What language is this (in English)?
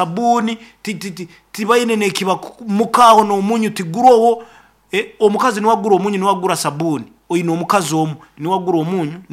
Nyoro